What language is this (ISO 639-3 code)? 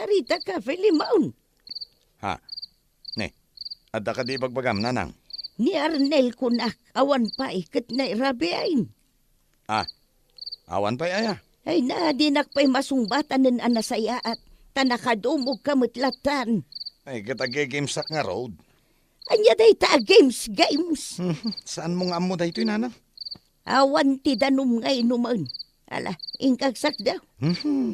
ilo